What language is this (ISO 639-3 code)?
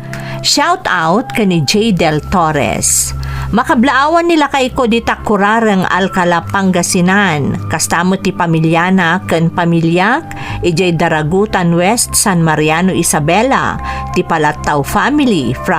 ilo